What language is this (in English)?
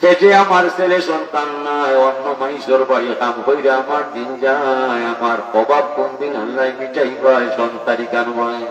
Sylheti